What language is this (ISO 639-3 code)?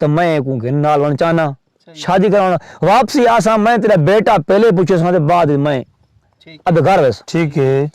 skr